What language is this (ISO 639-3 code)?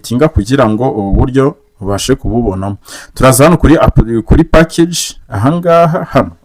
kin